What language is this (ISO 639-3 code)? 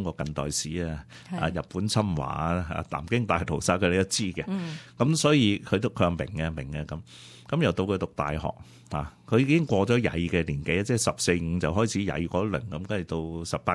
yue